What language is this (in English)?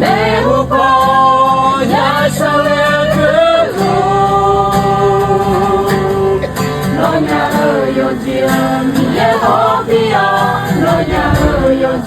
Akha